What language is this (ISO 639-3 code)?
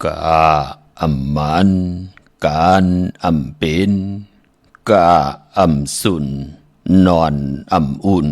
shn